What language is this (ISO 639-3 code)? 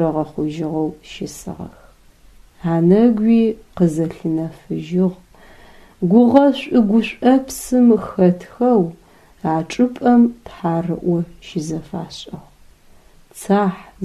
ady